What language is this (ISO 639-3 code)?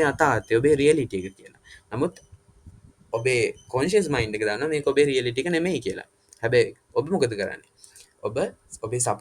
sin